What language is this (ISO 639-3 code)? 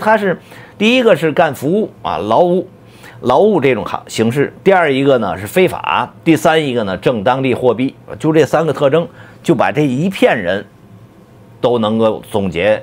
zho